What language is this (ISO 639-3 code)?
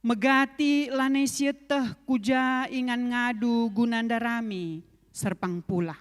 btx